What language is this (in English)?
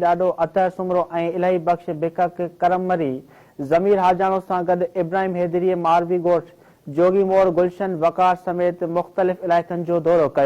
Sindhi